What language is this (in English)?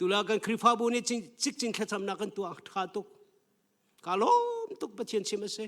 Hakha Chin